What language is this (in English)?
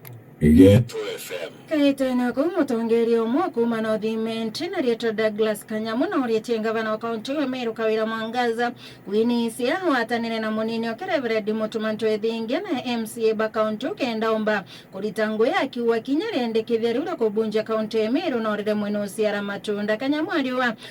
Meru